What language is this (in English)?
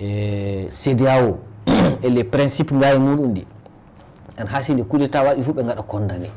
Fula